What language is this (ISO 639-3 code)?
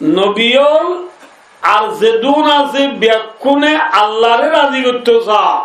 rhg